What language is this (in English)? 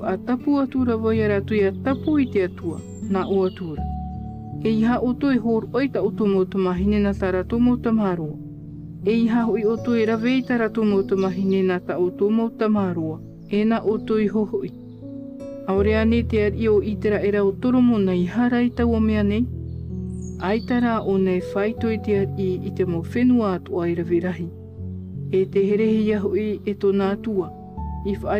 Tahitian